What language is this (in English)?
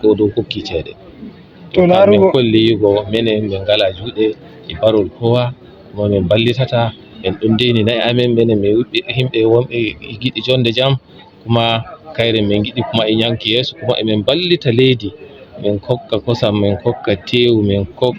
Fula